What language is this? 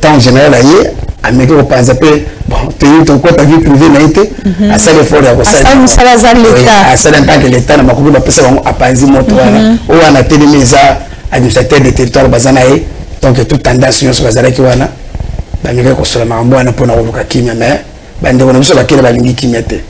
Lingala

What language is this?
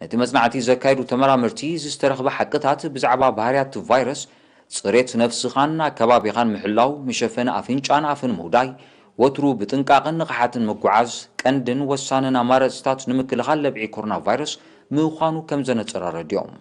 Tigrinya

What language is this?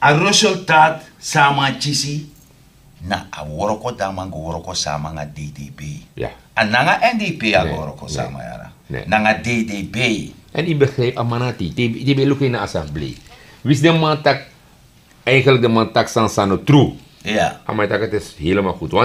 Sranan Tongo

